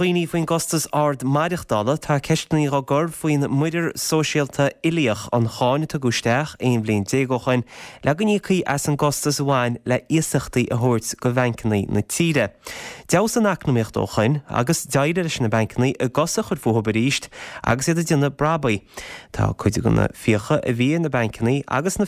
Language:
Irish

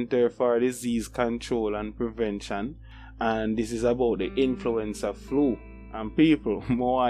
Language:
Jamaican Creole English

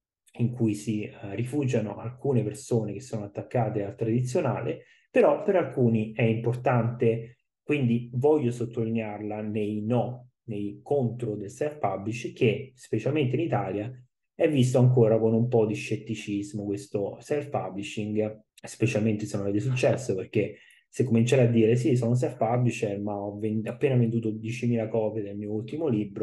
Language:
Italian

